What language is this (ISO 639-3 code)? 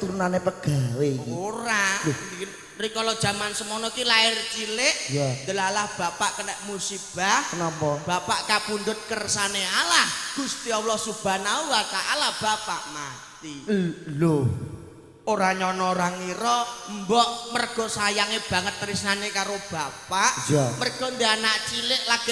jav